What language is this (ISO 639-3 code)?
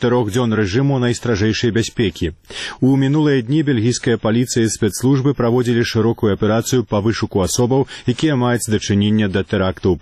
bel